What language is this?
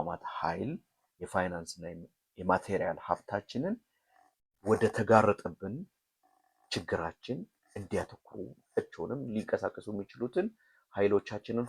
Amharic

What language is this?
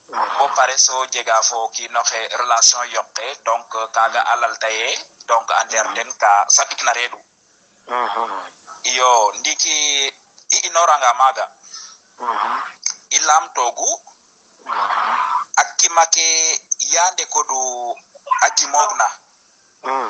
Serer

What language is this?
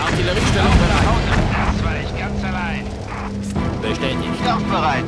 Bavarian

